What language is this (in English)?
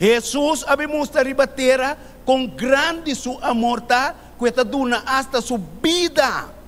Papiamento